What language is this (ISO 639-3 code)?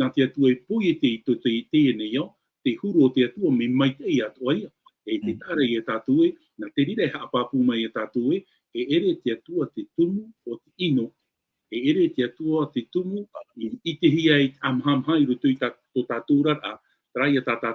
tah